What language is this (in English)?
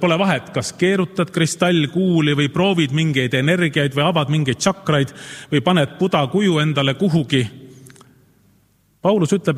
Estonian